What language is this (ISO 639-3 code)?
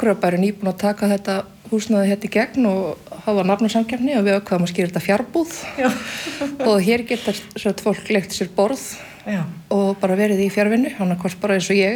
isl